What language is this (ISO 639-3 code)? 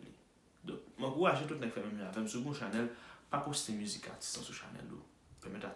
hat